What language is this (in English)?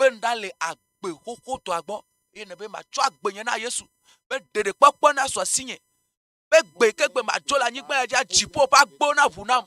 Ewe